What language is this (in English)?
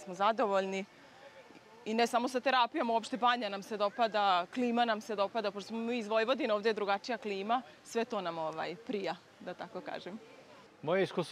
Serbian